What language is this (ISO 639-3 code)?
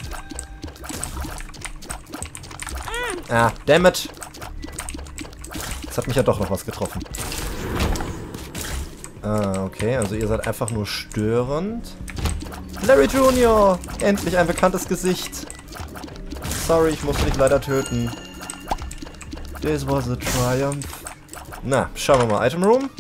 deu